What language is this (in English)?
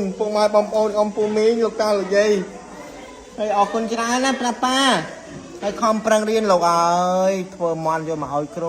Khmer